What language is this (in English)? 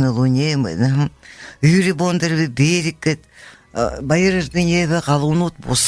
Buriat